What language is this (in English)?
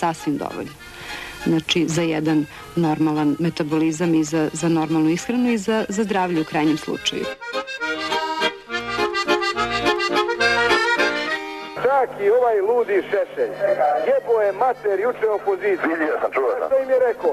Serbian